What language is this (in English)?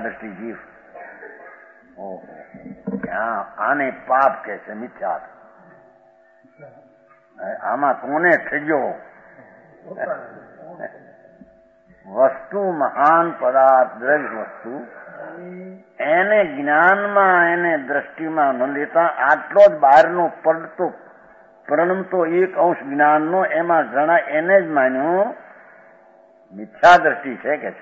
Gujarati